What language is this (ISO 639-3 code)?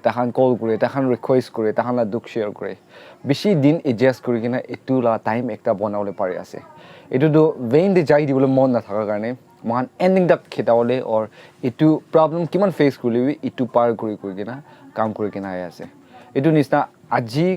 nag